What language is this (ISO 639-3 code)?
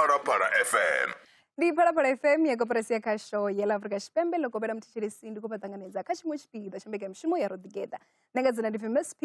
ven